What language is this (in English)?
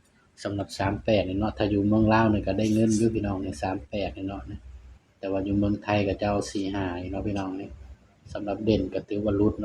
Northeastern Thai